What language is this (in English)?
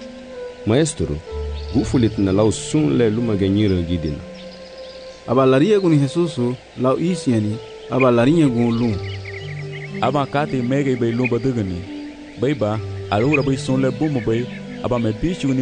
Garifuna